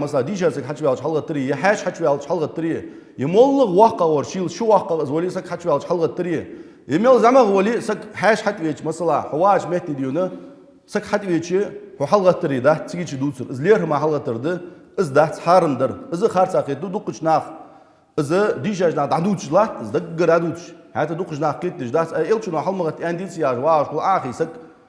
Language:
Ingush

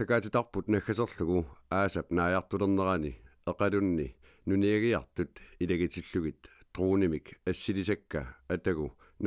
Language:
Kalaallisut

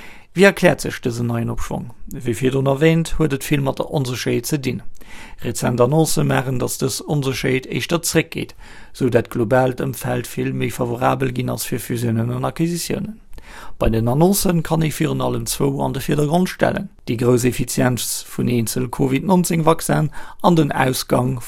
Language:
Luxembourgish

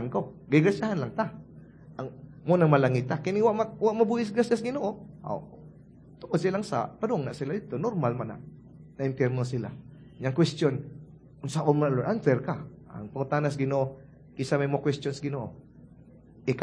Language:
Cebuano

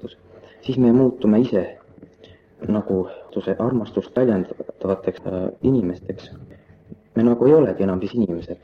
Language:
Estonian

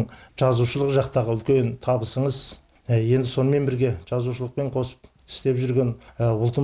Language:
Kazakh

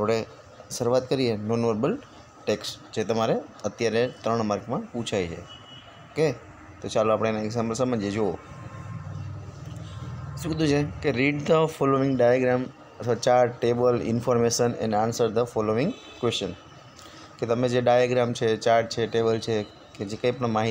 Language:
Gujarati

